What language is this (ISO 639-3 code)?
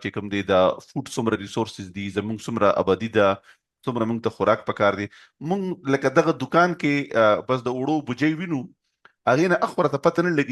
pus